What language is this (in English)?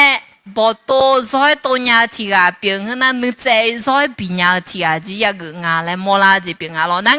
Akha